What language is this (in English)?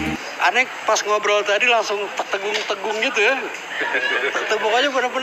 Betawi